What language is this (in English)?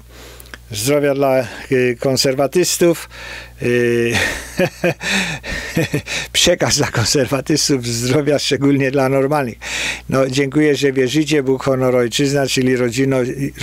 Polish